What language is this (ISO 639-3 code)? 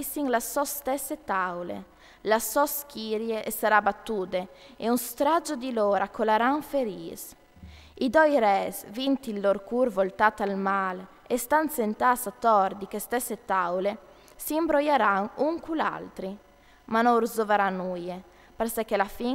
fur